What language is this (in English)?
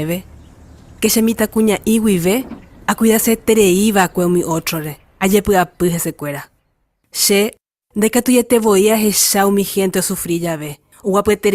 Guarani